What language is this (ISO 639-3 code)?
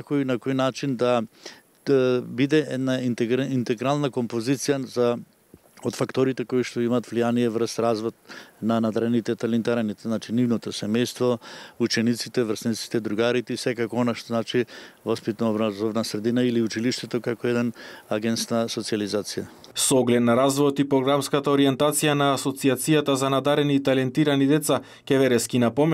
mkd